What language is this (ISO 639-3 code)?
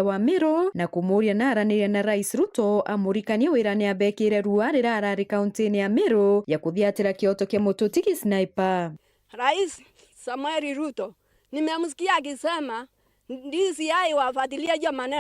mer